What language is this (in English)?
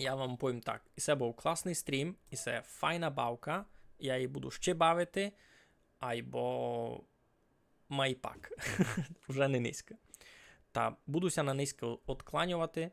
Rusyn